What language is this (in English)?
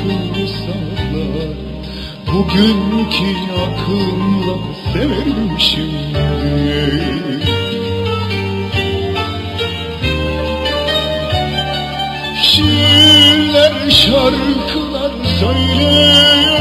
Turkish